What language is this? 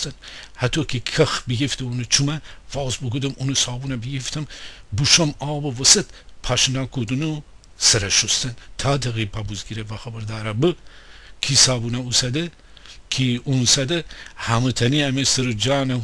Gilaki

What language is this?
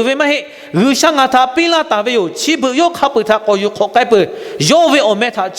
Lahu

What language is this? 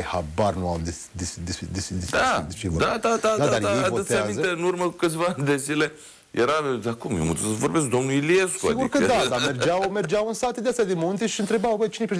Romanian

